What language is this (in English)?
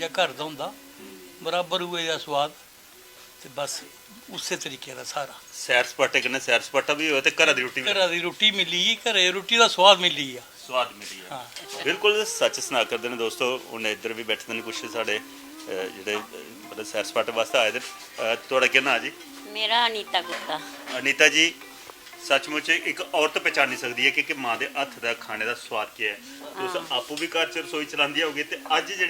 Dogri